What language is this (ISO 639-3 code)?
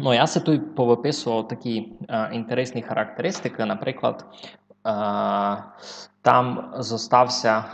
rue